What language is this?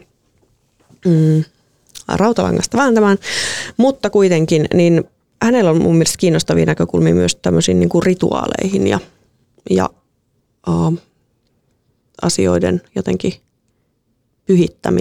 Finnish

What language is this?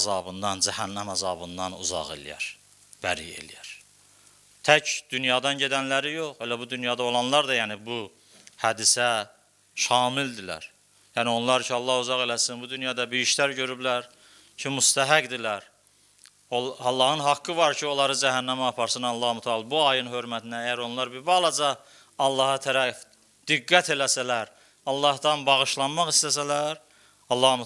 Azerbaijani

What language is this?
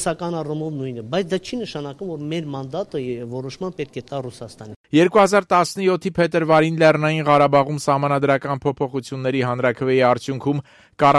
Armenian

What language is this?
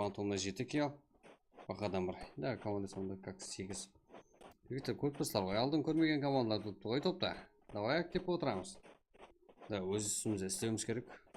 Kara-Kalpak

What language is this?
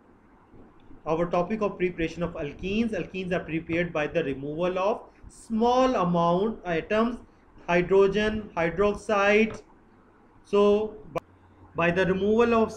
English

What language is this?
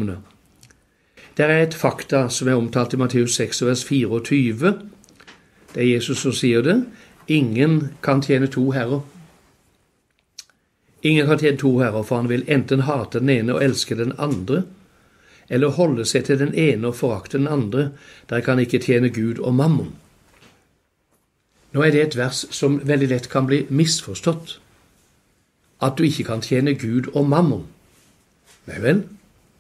Norwegian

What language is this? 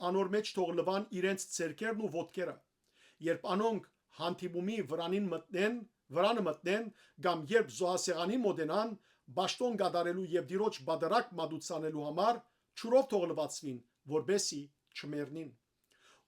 Western Armenian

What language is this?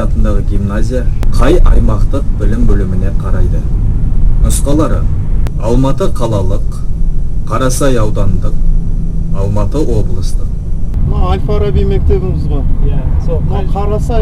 Kazakh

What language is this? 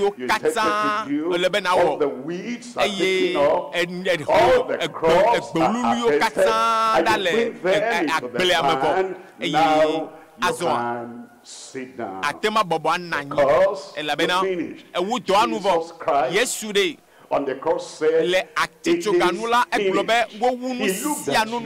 Ewe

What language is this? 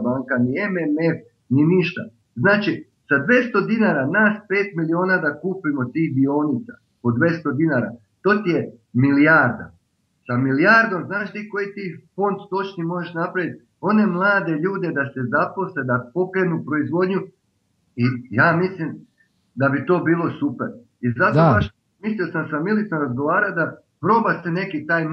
Serbian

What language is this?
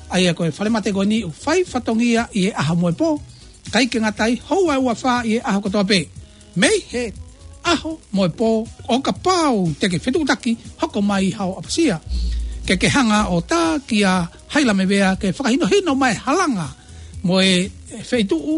Tongan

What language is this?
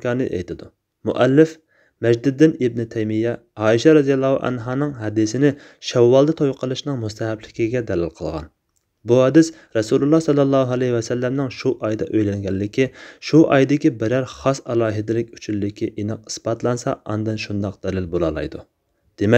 Uyghur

